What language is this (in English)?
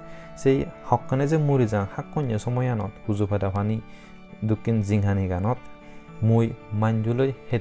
Chakma